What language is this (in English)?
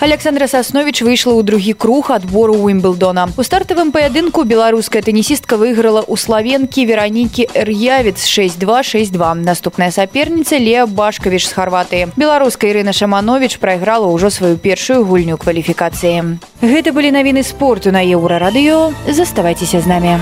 Belarusian